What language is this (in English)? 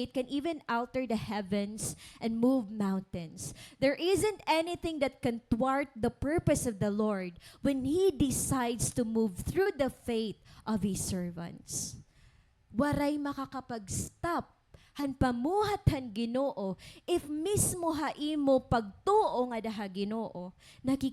Waray